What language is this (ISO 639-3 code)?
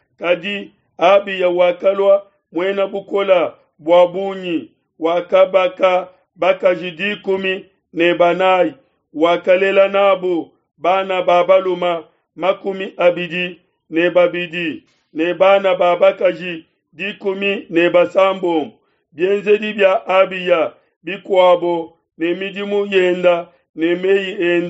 lua